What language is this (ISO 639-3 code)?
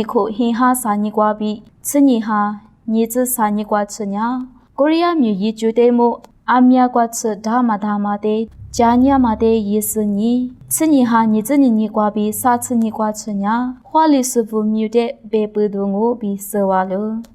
lis